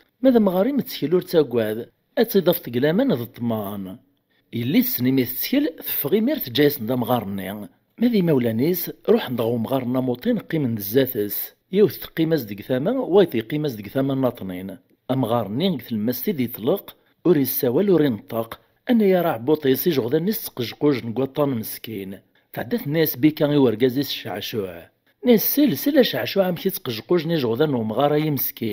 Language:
Kabyle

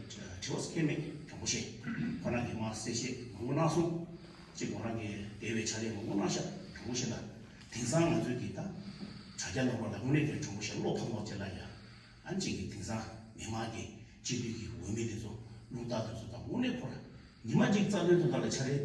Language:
Tibetan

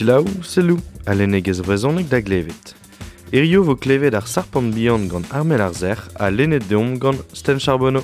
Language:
Breton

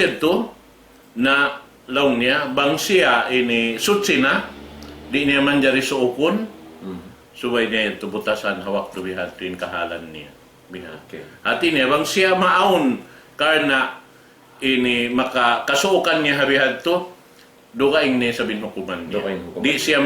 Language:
Tausug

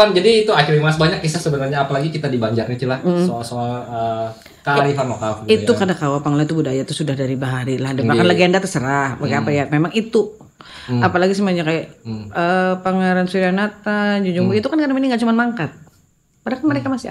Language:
Banjar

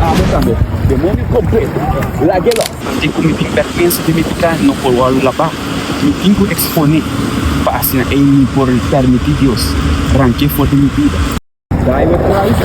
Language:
Papiamento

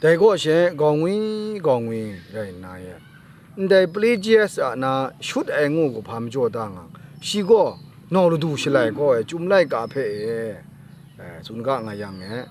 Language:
Kachin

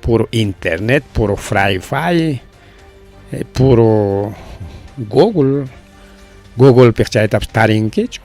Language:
Ayacucho Quechua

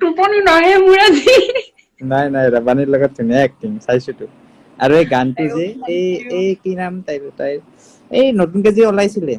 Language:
Assamese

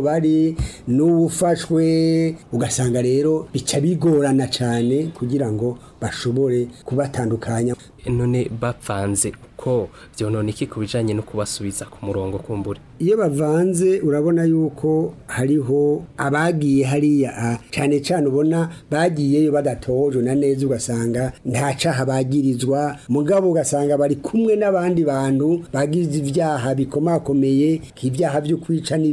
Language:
Rundi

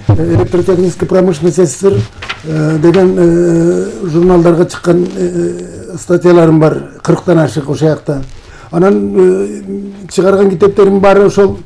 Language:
Kyrgyz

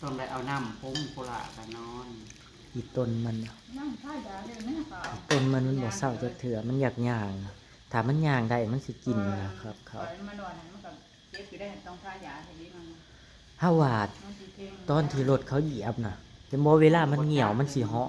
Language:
Northeastern Thai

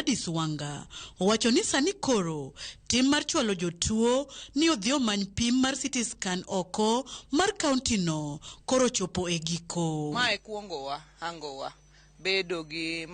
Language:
Luo (Kenya and Tanzania)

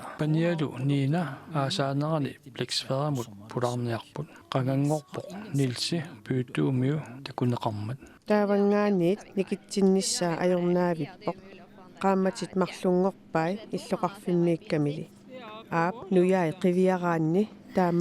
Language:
Kalaallisut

